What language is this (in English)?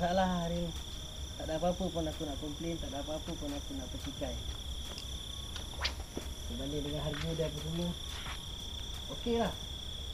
Malay